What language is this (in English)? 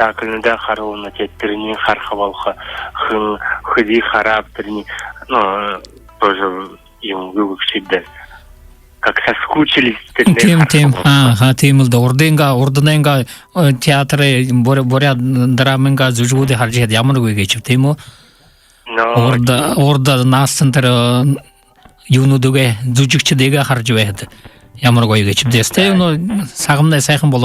Buriat